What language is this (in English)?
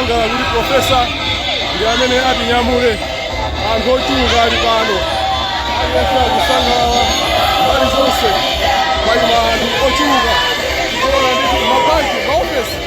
Nyanja